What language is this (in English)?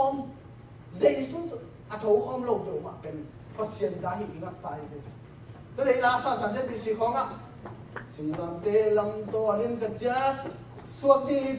Tedim Chin